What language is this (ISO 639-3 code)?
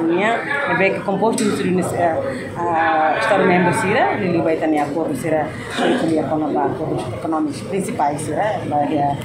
tet